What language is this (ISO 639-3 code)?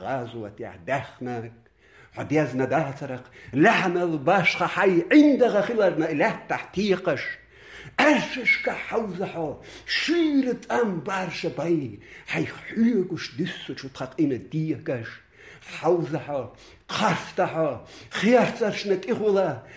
che